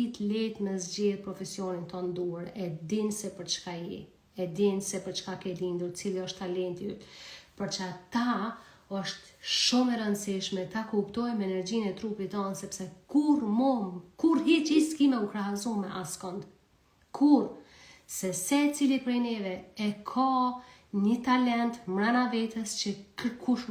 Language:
Albanian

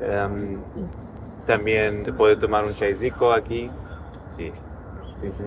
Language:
Ladino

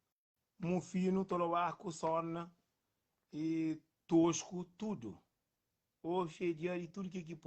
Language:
Kabuverdianu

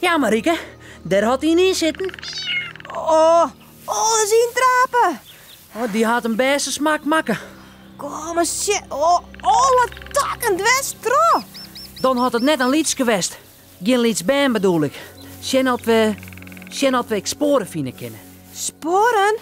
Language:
Western Frisian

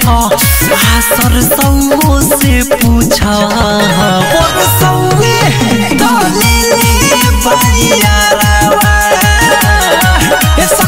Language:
Bhojpuri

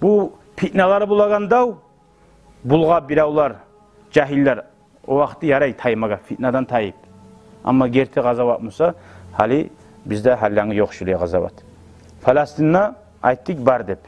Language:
Kumyk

